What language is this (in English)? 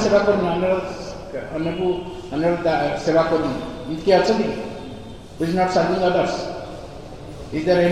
Odia